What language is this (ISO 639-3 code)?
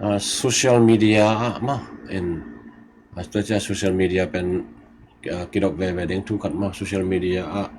ctd